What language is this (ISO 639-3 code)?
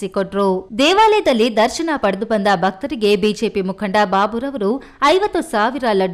kan